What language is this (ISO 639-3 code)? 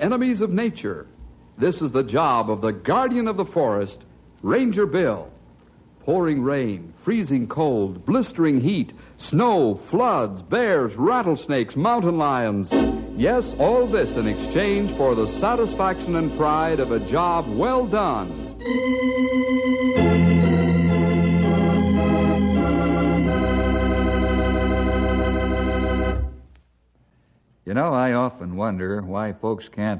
eng